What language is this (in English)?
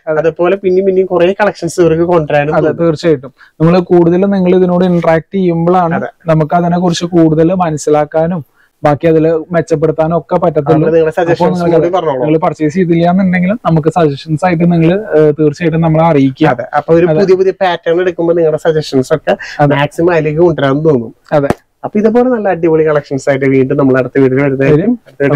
Malayalam